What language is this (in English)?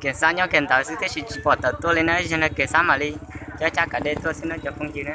Hmong